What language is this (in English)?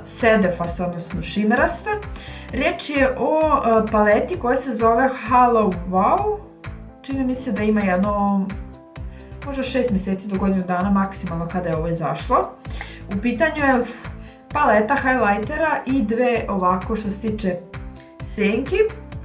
Croatian